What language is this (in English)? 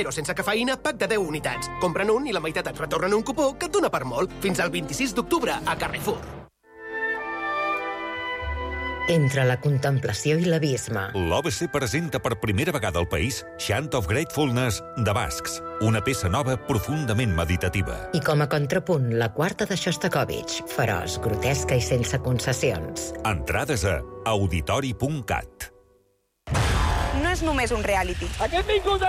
Catalan